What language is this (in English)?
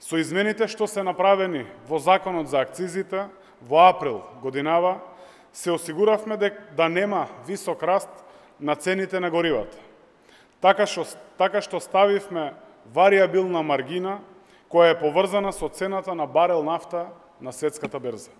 Macedonian